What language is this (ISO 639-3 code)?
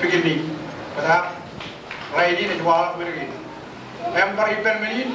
mah